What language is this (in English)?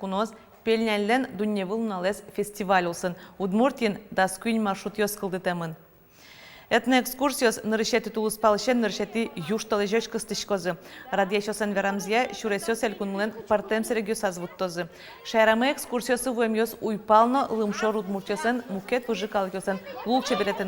Udmurt